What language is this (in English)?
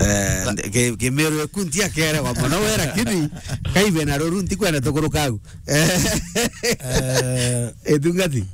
Meru